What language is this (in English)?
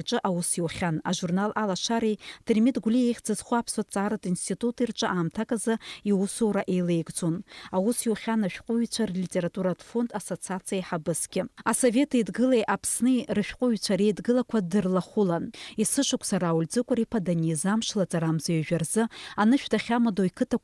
Abkhazian